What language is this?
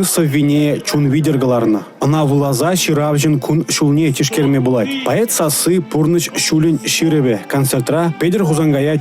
Chuvash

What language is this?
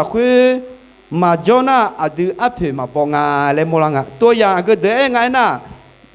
Akha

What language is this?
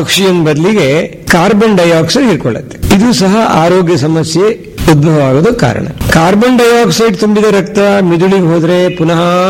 Kannada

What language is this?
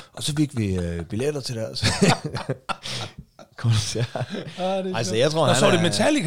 Danish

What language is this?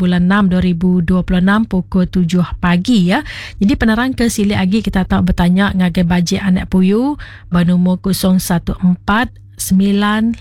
Iban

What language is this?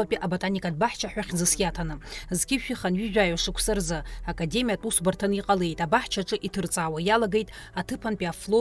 Abkhazian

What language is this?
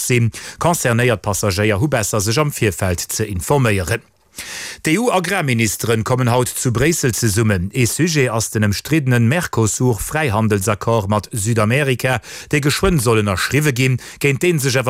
Luxembourgish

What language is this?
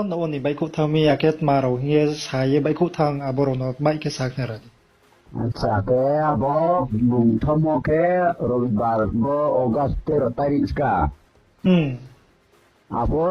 Riang (India)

